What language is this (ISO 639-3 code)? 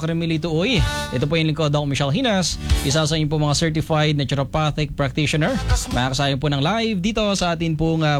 fil